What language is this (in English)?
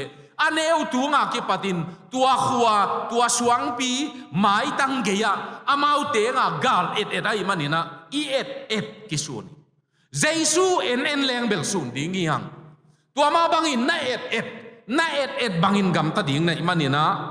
Tedim Chin